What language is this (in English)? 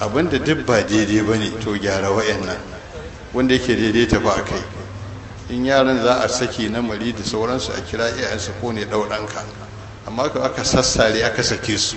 Hausa